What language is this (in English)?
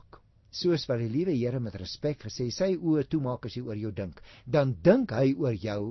Afrikaans